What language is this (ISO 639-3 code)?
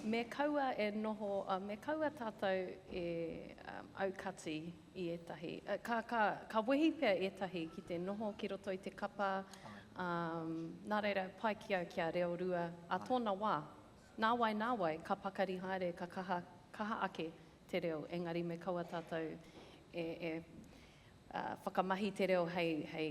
mri